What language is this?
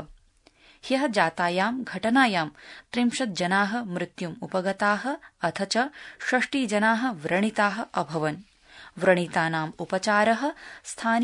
Sanskrit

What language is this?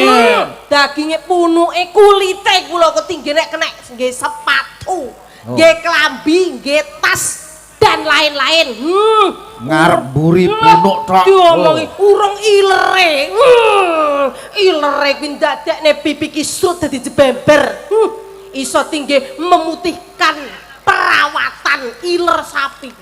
Javanese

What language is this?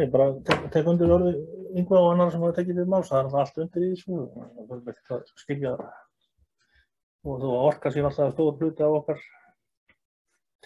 Icelandic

